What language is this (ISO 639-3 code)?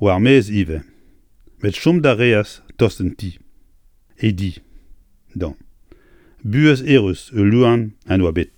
bre